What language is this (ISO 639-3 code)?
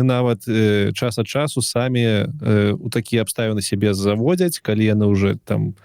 bel